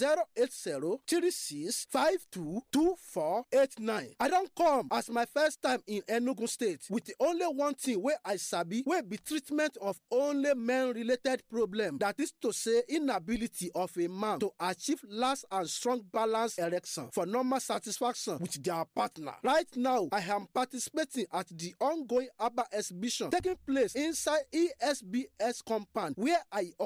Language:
Nigerian Pidgin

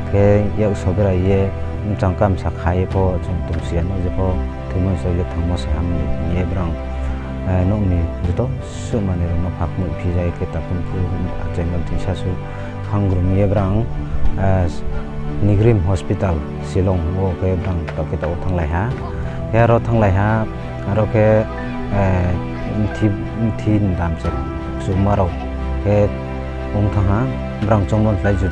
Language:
Riang (India)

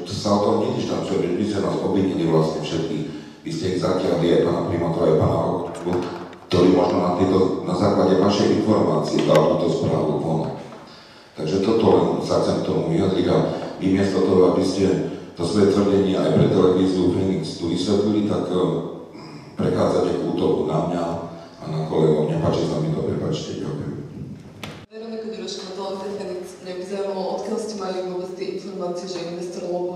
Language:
Slovak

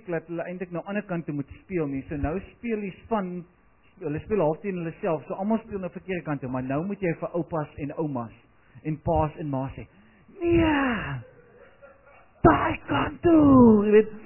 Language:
Afrikaans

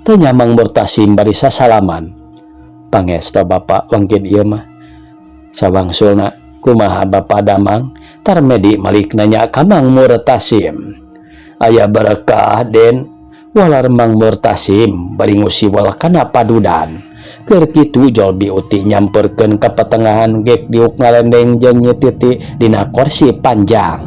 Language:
Sundanese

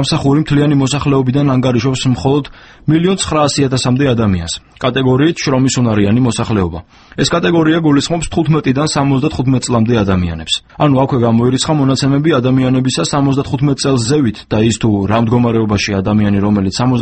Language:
Georgian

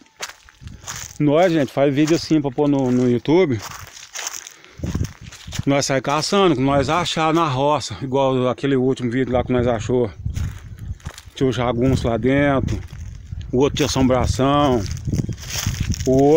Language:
Portuguese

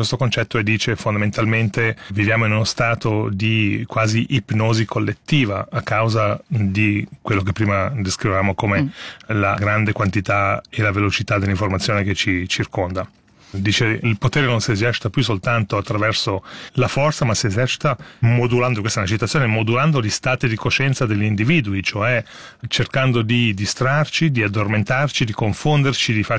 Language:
Italian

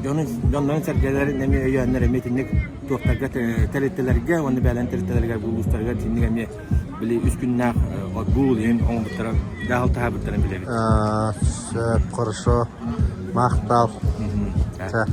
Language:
Yakut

